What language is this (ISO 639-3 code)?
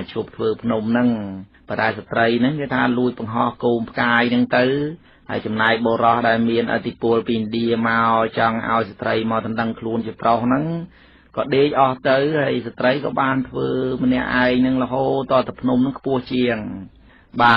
khm